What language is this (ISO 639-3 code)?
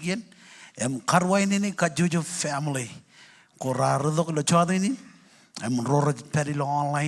mah